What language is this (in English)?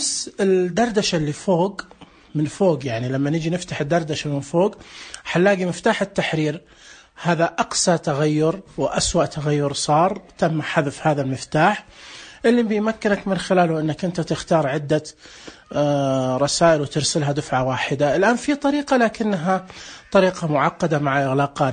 Najdi Arabic